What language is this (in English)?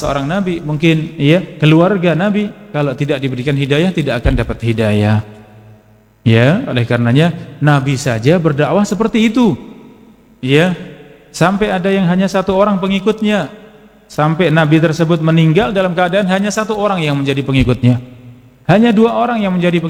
Indonesian